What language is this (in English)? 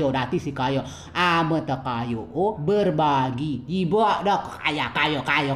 Rejang